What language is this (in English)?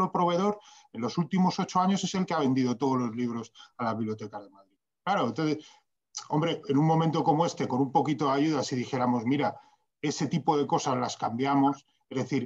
Spanish